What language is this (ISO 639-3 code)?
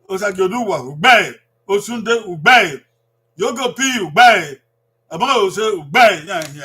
bin